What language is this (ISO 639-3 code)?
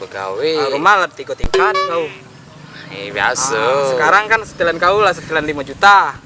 mui